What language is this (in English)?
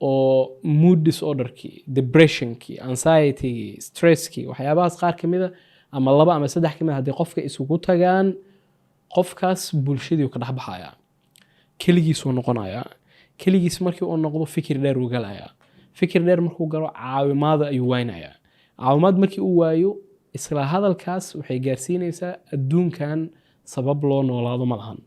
Somali